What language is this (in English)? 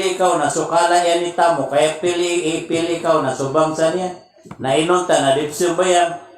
Maranao